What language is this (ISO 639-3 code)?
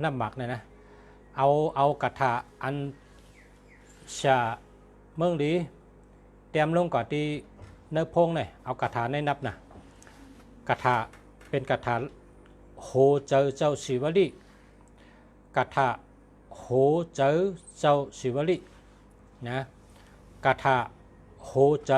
shn